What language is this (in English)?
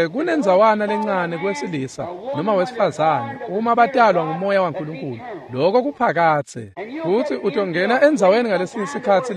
Swati